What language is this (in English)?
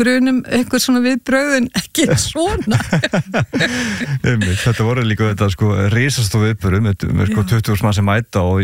Icelandic